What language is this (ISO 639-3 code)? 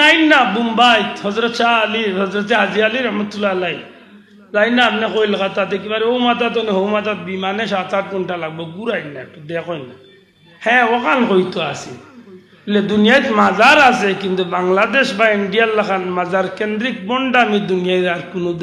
syl